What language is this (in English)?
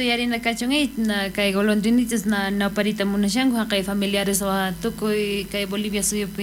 South Bolivian Quechua